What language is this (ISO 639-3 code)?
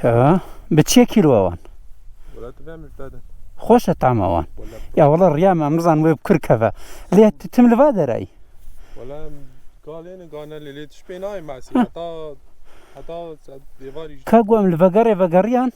kur